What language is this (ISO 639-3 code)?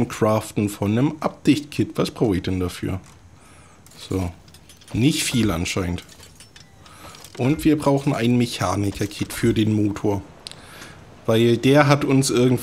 deu